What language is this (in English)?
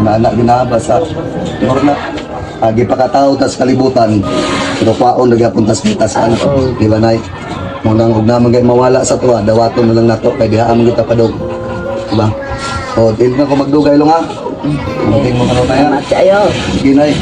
Cebuano